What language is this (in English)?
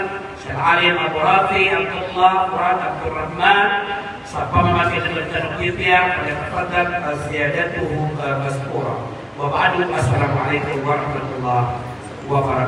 Maranao